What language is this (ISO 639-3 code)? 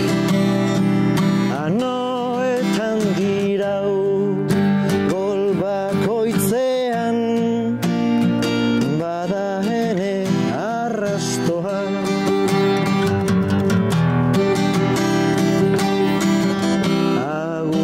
eus